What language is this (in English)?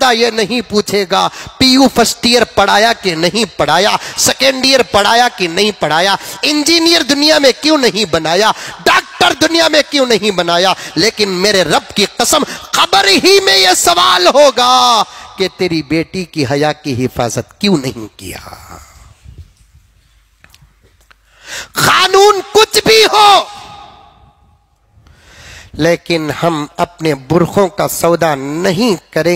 Urdu